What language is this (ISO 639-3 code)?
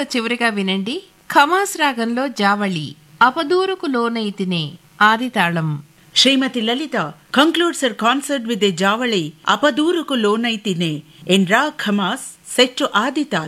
tel